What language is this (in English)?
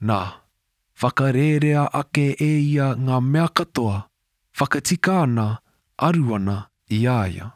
Māori